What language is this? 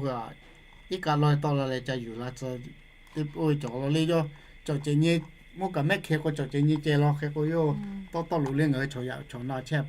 Lahu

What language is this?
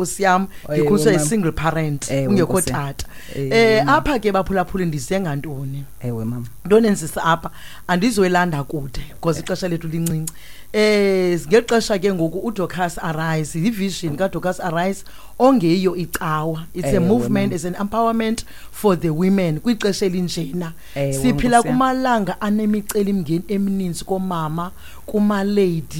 Xhosa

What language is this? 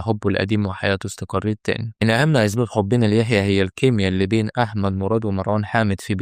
Egyptian Arabic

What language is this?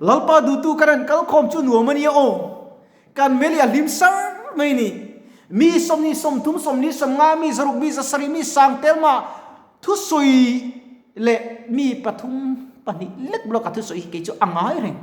Mizo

